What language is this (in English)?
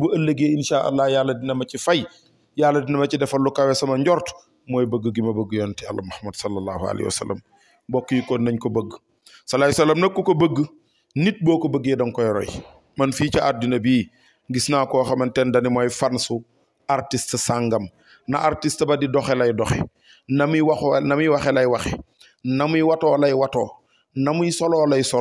Wolof